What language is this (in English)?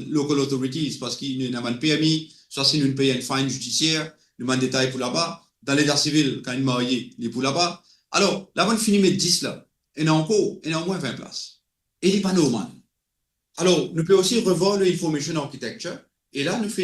Morisyen